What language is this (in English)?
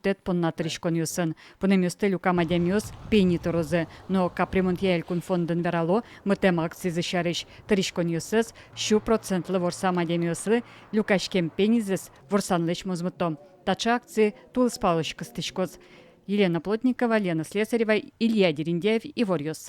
Udmurt